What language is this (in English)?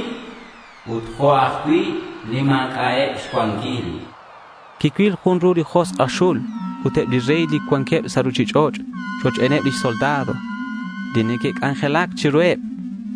Kekchí